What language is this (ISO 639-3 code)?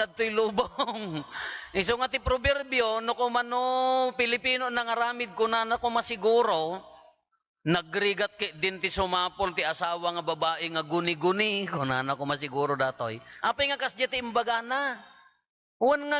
ilo